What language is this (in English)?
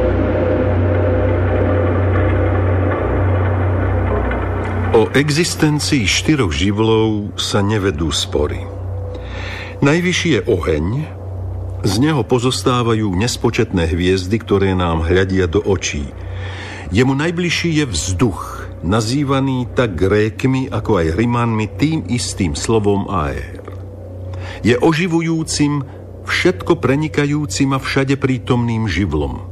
Slovak